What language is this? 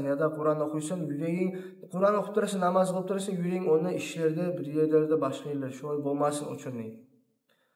Kumyk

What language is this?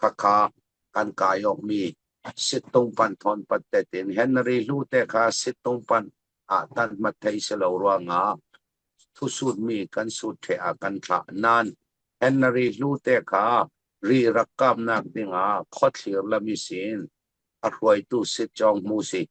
Falam Chin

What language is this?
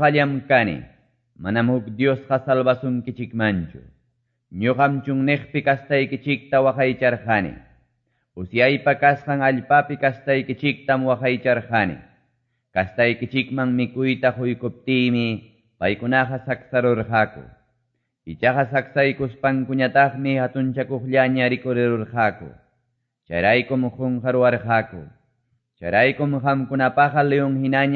Quechua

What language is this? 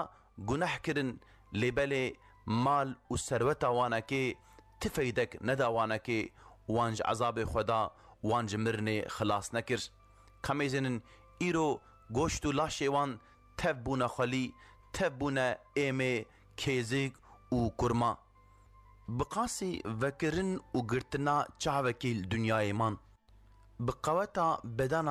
Kurdish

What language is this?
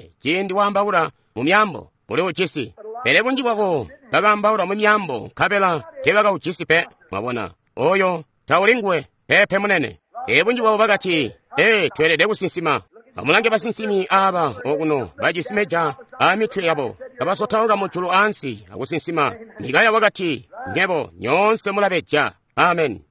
Tonga (Zambia)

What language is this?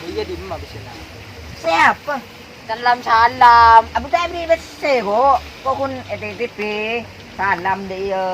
Madurese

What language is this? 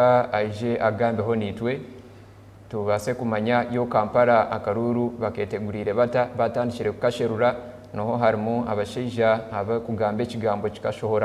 Nyankole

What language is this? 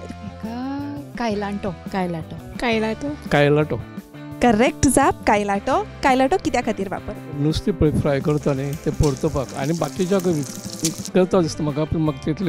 Konkani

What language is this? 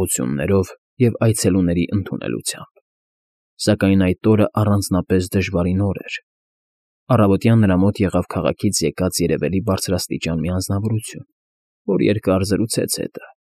Armenian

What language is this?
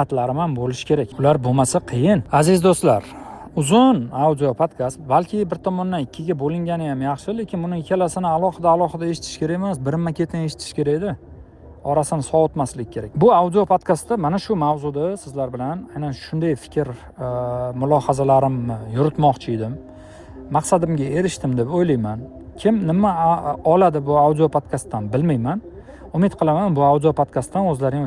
Uzbek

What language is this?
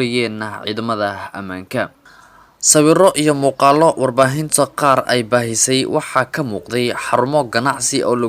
Somali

